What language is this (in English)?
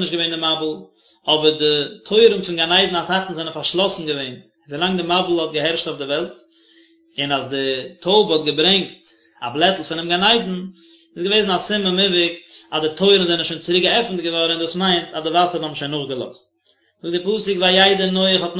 Yiddish